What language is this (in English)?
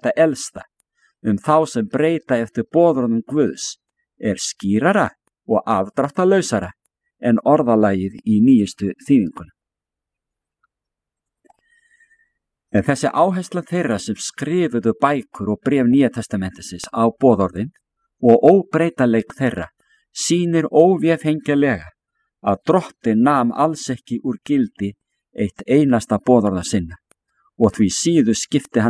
Icelandic